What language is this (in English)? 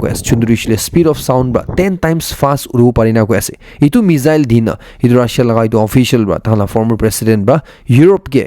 Naga Pidgin